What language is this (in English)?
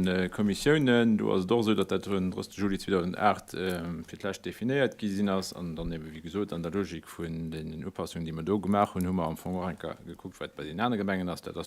Luxembourgish